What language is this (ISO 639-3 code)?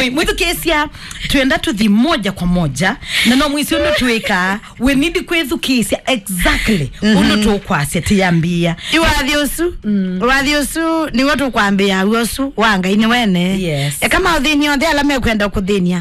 kam